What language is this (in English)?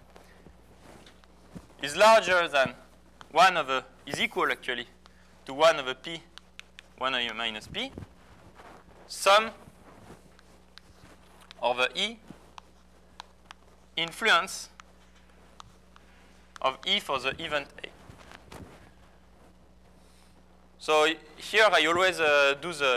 English